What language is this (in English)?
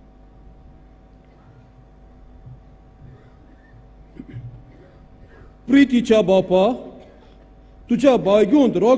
Konkani